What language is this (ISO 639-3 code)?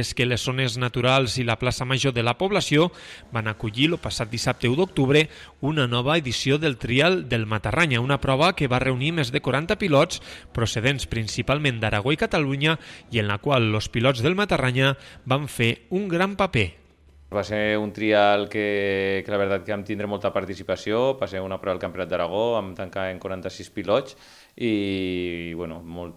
cat